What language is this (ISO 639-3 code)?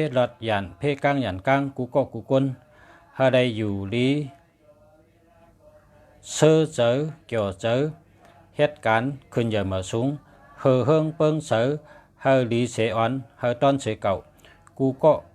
shn